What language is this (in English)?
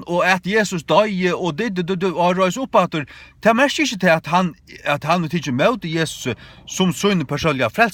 Faroese